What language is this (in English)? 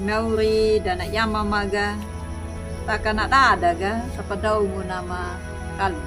Anakalangu